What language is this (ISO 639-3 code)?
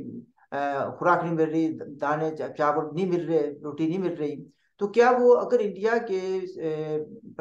hin